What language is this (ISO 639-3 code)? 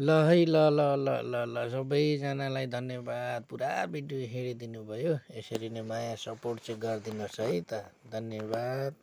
nep